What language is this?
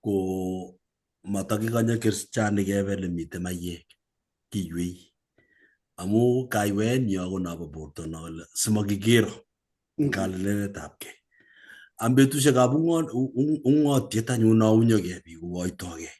Kalenjin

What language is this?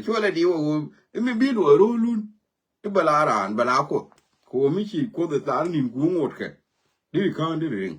Nuer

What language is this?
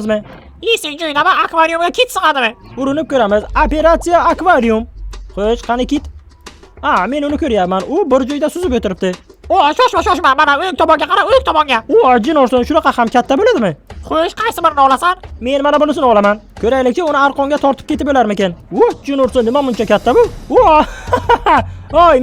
Uzbek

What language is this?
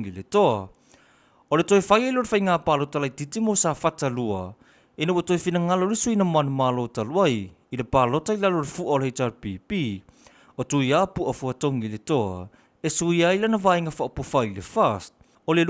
Samoan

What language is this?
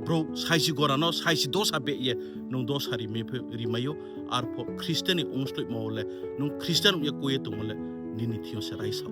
Riang (India)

